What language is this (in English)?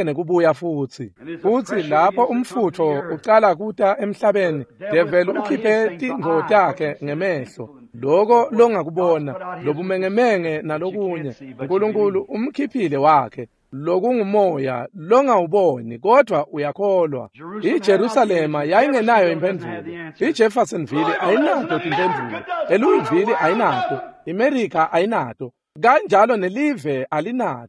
Swati